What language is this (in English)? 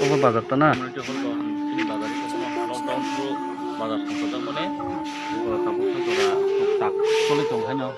Kok Borok